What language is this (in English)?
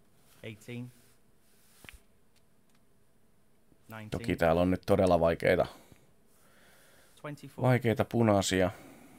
Finnish